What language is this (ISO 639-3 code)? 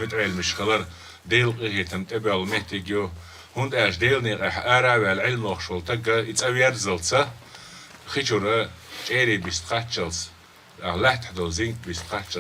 che